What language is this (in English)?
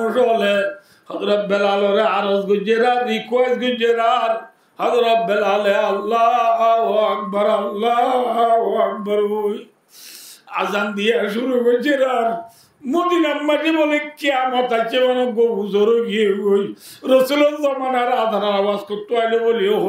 Rohingya